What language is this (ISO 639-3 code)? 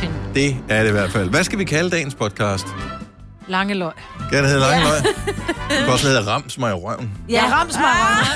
dan